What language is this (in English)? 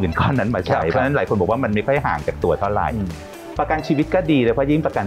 Thai